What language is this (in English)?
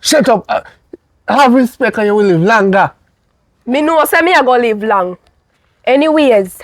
Jamaican Creole English